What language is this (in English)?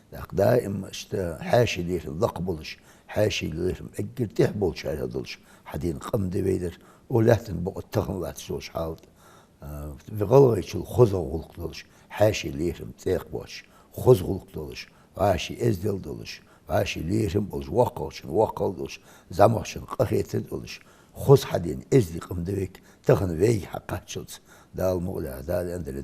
Ingush